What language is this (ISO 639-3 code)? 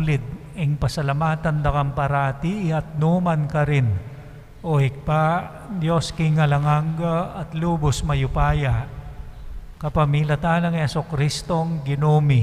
pam